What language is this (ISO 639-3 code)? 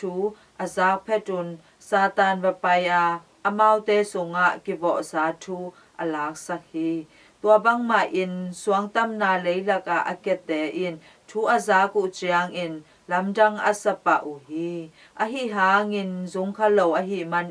ctd